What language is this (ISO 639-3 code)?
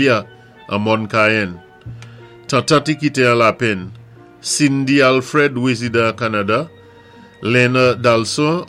acf